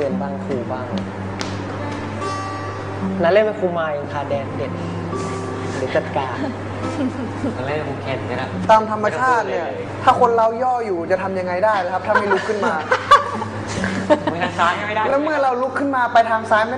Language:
Thai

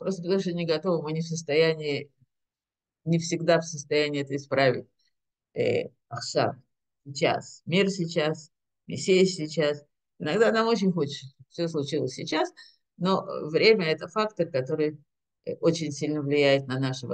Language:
Russian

